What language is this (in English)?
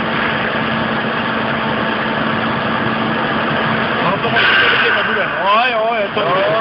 Czech